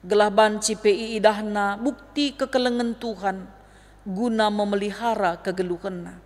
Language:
Batak Karo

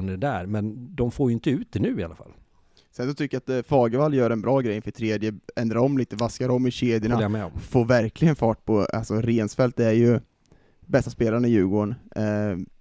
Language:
Swedish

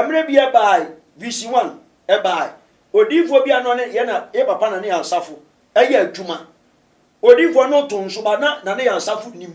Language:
Akan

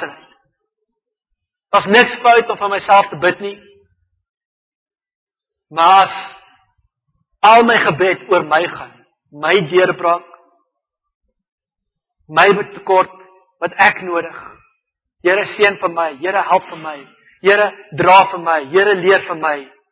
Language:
Afrikaans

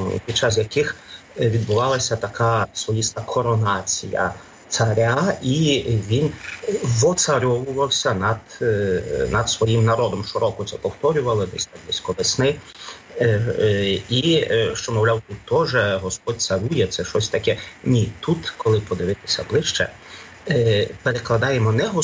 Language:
Ukrainian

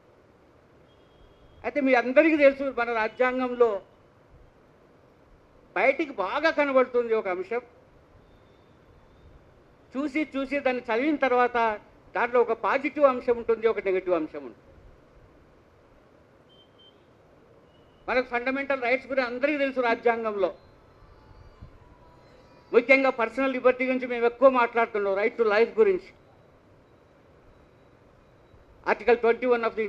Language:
Telugu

